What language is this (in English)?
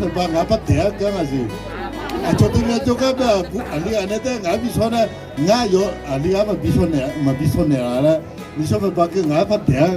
Akha